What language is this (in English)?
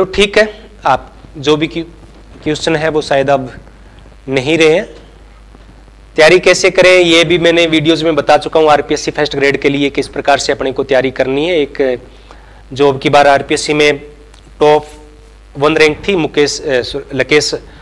Hindi